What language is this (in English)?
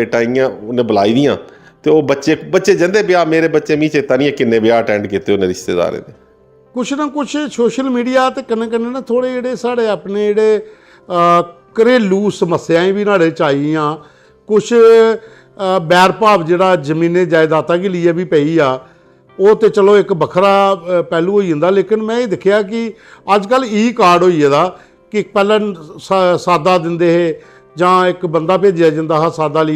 Dogri